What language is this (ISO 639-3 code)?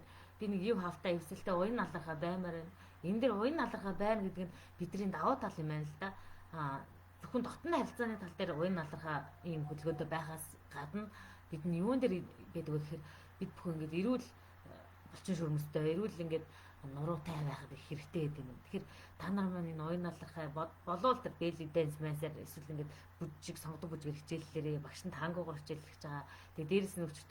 mon